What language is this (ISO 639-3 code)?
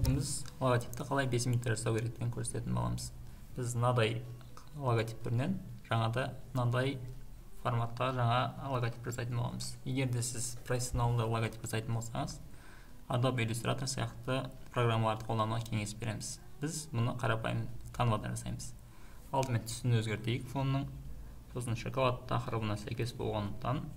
kaz